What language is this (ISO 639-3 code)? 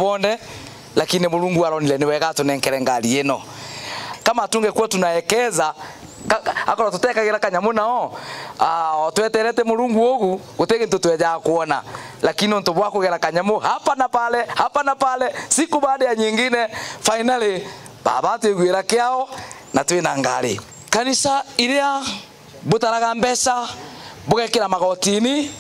mer